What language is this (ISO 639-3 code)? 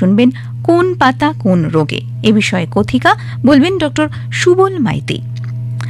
ben